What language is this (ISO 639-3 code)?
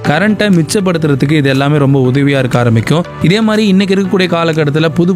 tam